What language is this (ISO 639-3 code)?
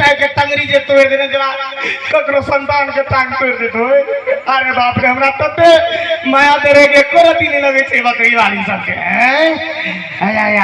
mai